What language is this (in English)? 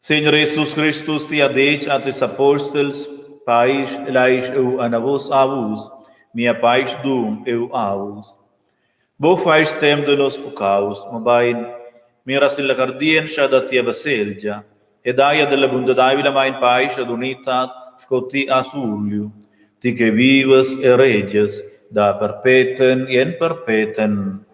Romansh